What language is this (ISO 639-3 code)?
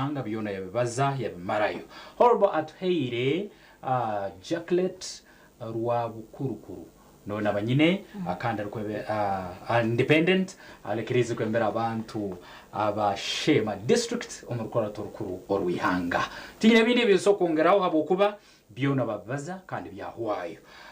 nyn